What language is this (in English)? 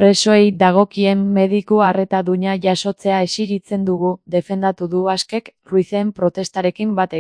Basque